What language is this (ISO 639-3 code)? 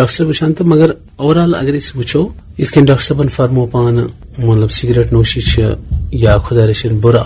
kas